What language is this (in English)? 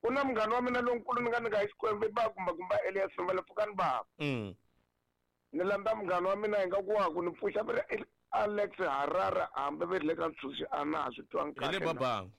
Tsonga